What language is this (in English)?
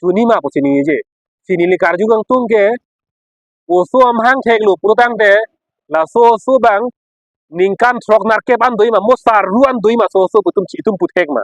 Karbi